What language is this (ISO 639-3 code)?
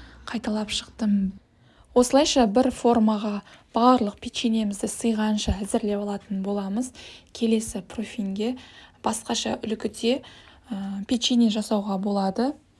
kaz